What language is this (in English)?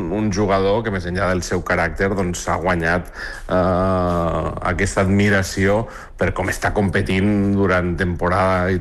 Catalan